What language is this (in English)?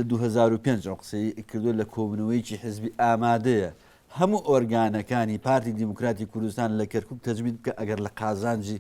Central Kurdish